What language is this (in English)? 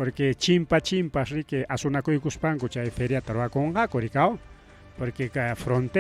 Ayacucho Quechua